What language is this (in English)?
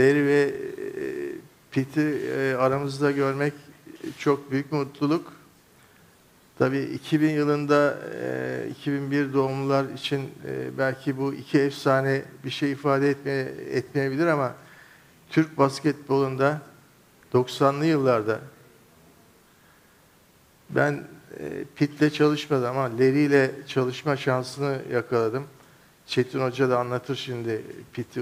Turkish